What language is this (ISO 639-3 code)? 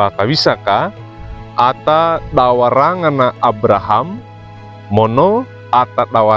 wew